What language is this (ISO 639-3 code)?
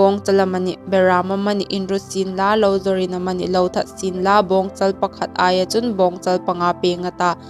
hmr